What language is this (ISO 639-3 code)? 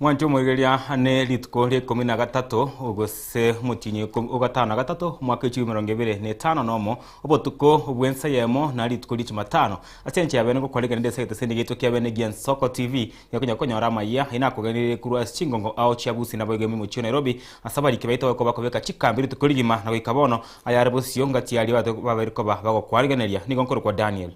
guz